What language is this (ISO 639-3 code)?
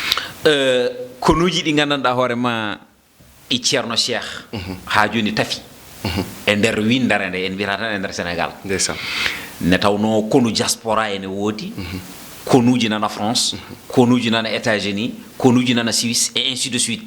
ful